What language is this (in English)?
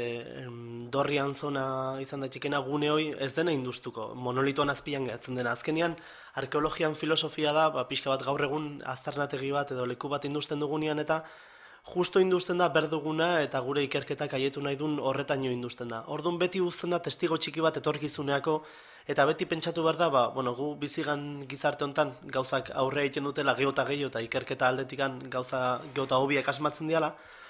Basque